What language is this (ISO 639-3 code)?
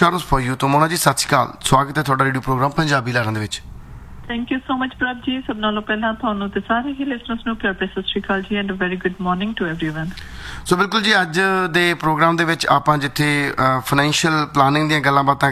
pan